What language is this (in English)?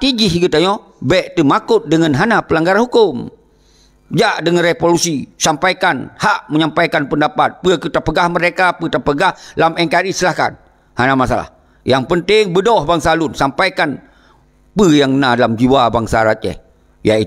Achinese